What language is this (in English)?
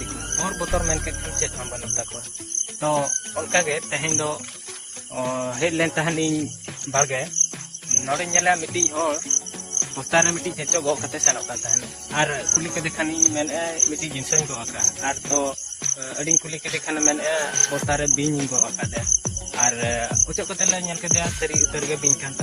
Santali